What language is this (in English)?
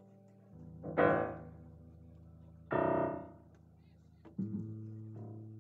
English